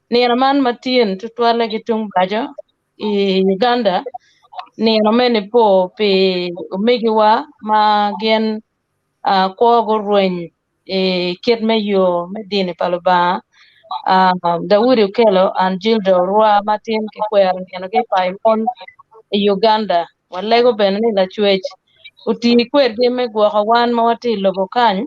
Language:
Acoli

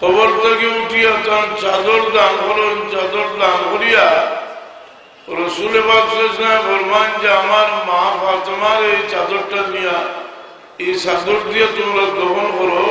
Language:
Sylheti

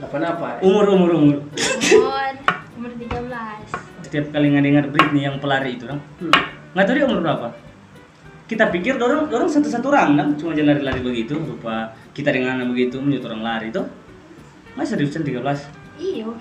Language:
Manado Malay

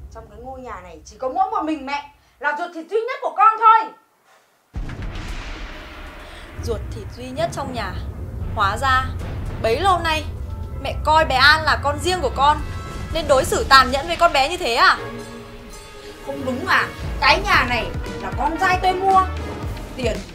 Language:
Vietnamese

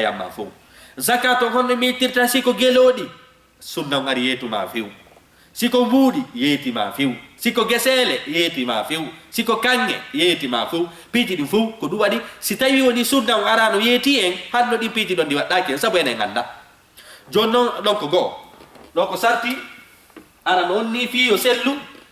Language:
Fula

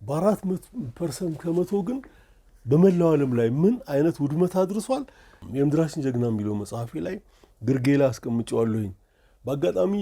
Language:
Amharic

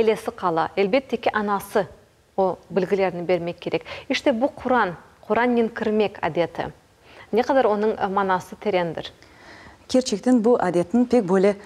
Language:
Crimean Tatar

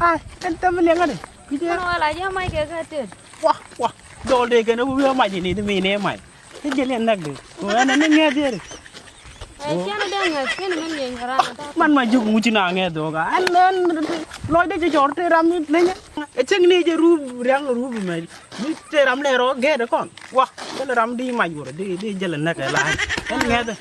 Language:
Nuer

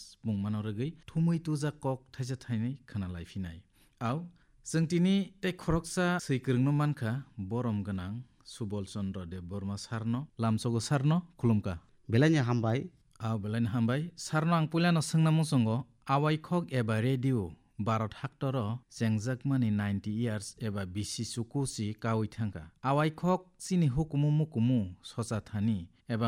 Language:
Kok Borok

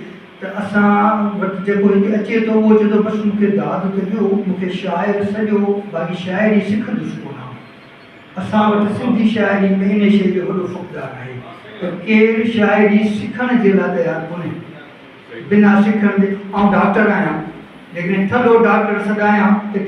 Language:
Sindhi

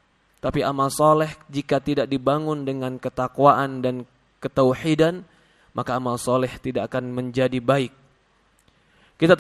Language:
Indonesian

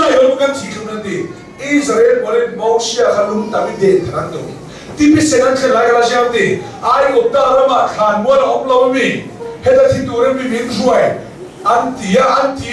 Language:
Hakha Chin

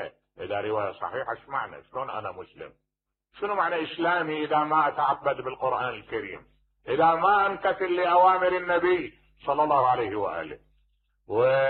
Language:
Mesopotamian Arabic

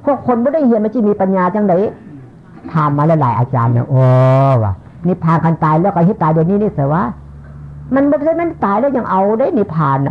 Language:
Northeastern Thai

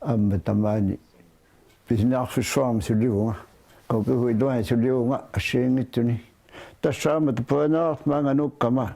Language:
Kalaallisut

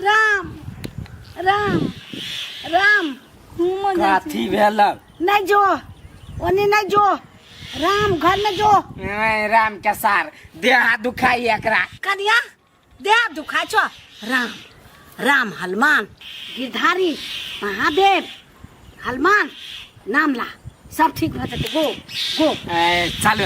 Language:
Maithili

